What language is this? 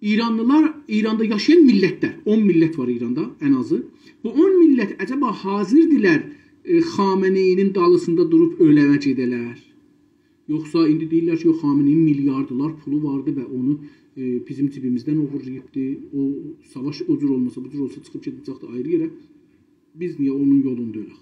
South Azerbaijani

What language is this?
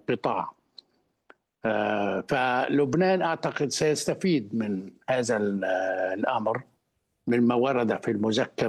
Arabic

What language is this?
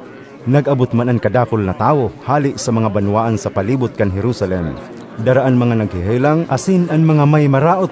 Bikol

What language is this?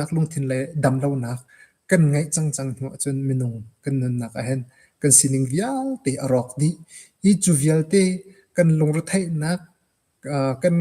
Hakha Chin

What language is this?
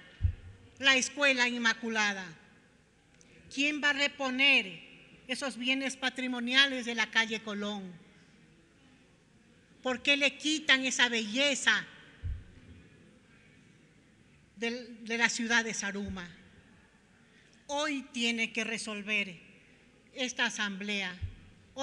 Spanish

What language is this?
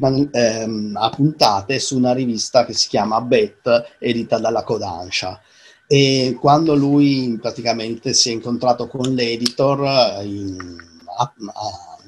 Italian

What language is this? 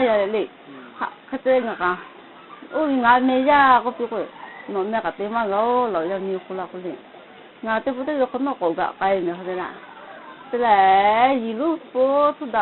Lahu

